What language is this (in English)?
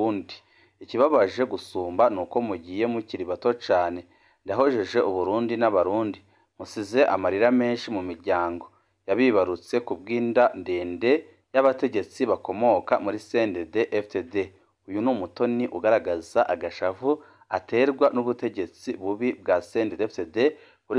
Rundi